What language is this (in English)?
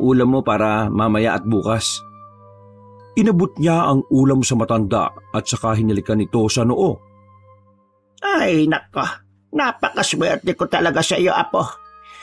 Filipino